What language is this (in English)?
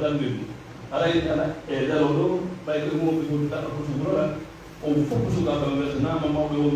Pular